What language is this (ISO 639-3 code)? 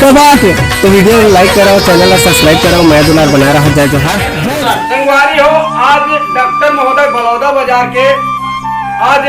hne